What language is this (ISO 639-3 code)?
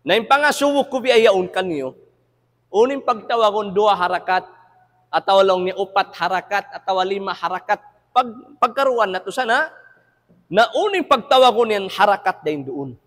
tsg